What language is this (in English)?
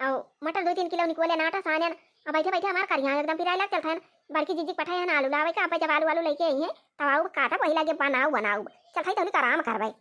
Awadhi